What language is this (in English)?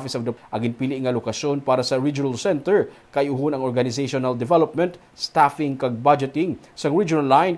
Hiligaynon